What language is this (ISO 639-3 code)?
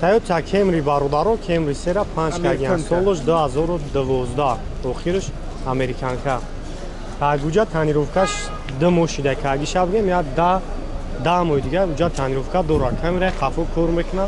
tgk